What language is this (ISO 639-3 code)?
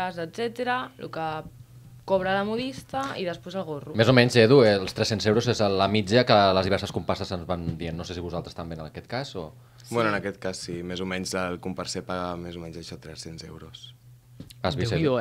cat